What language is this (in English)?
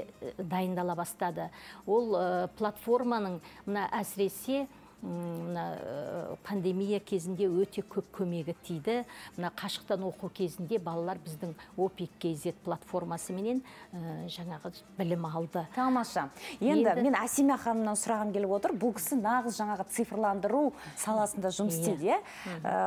Kazakh